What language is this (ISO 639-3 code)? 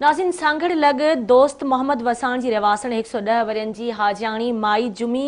snd